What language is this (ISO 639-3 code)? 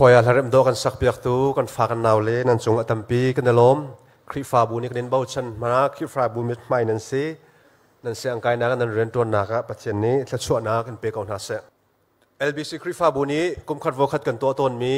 cnh